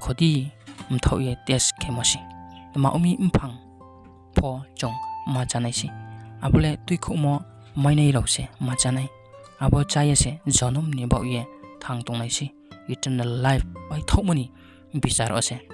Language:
Riang (India)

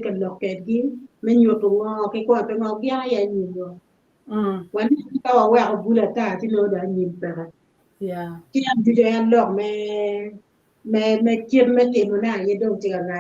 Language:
Acoli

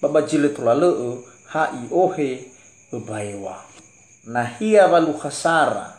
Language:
Nias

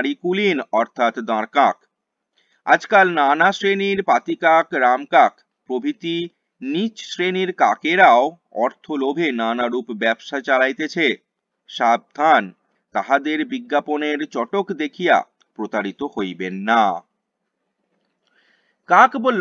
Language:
Bangla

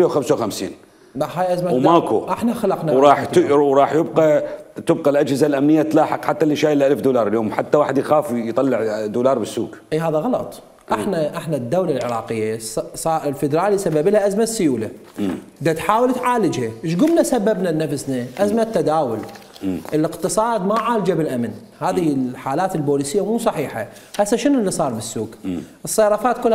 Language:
Mesopotamian Arabic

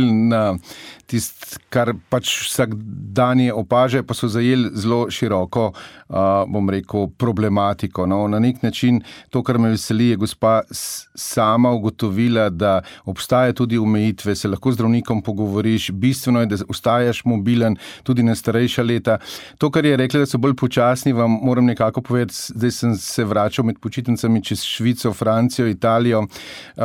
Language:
Slovenian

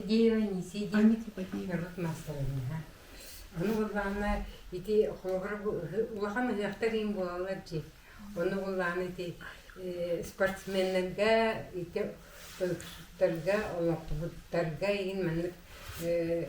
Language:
Yakut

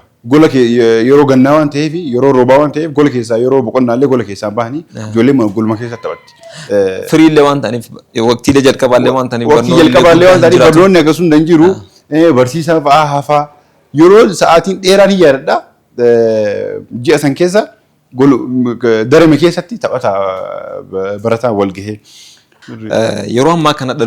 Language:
Oromo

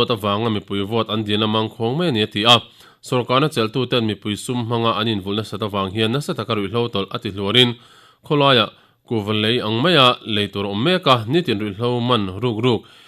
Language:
Mizo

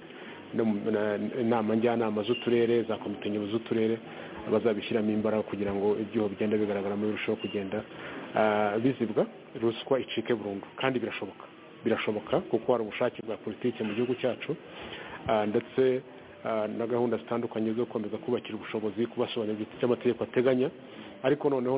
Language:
Kinyarwanda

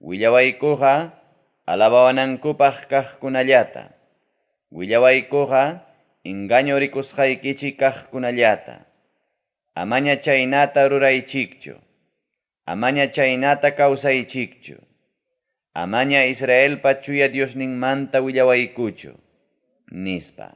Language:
Ayacucho Quechua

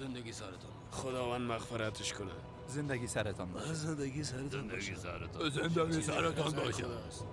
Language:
Persian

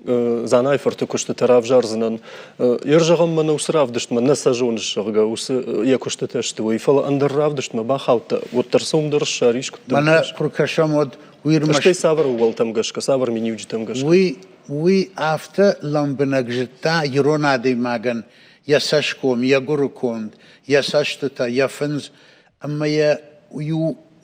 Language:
Ossetic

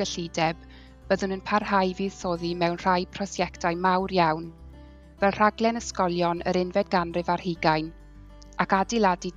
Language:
Welsh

